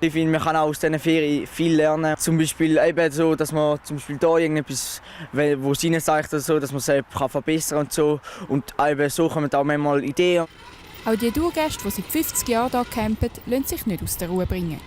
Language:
Swiss German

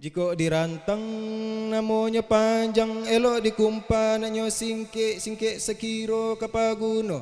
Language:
Minangkabau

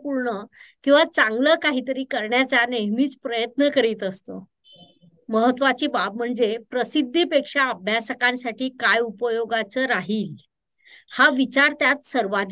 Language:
Marathi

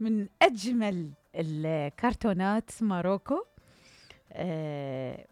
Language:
Mesopotamian Arabic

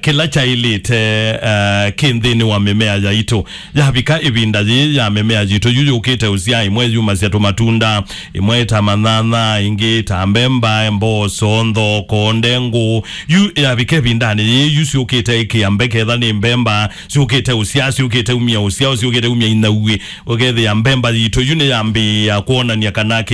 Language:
Kamba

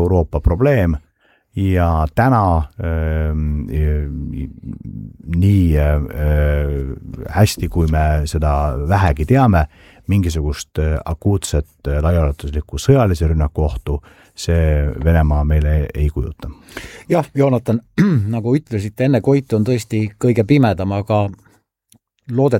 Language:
Estonian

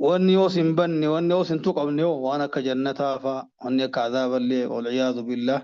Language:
Oromo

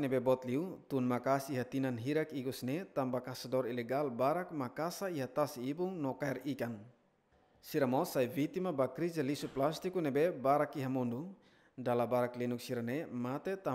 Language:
Tetum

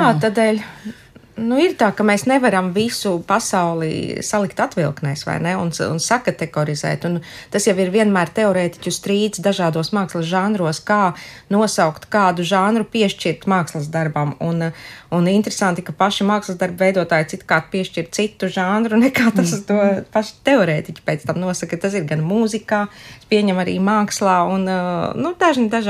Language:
Latvian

